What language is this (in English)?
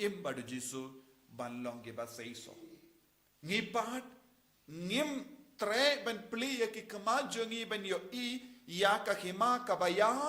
Khasi